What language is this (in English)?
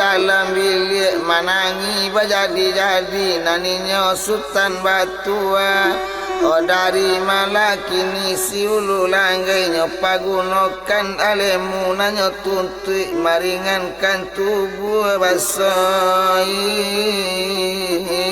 Minangkabau